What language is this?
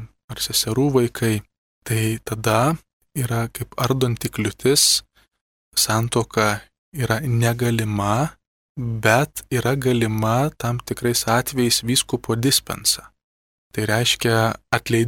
Lithuanian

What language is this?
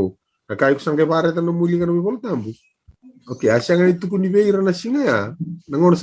Fijian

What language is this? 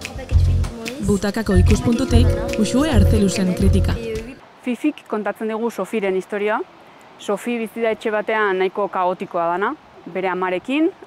Basque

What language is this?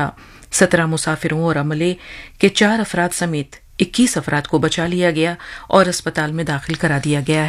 Urdu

